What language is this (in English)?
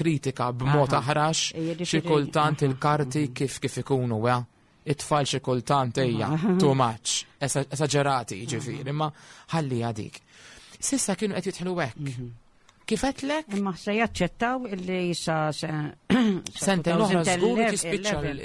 Maltese